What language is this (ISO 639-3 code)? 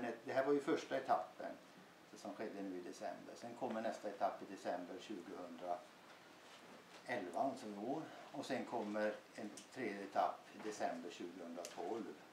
swe